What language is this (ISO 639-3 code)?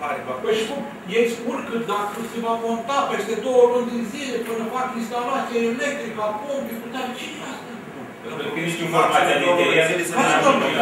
ron